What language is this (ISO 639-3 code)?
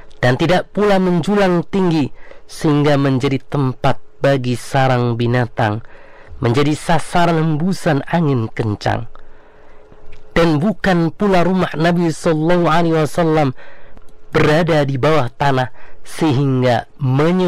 ind